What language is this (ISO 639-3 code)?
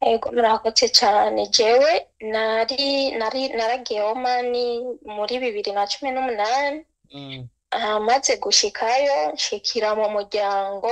run